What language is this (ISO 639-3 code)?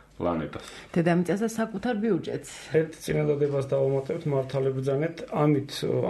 kat